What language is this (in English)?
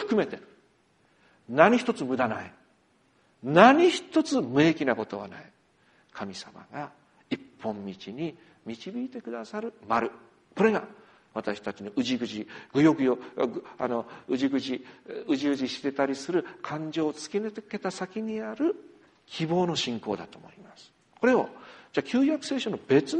Japanese